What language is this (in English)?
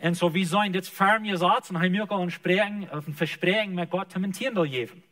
Plautdietsch